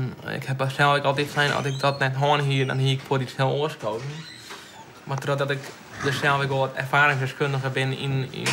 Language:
Western Frisian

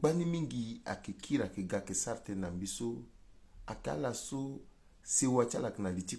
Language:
Sango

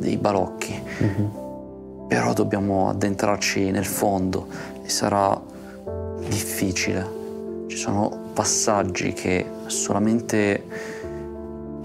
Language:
Italian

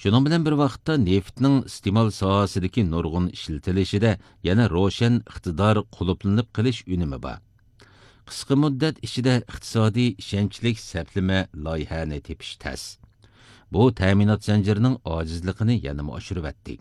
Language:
Uyghur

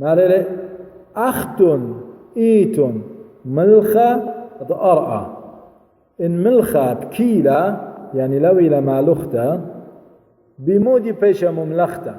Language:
Assyrian Neo-Aramaic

